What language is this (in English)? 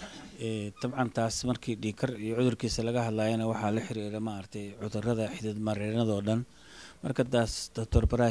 Somali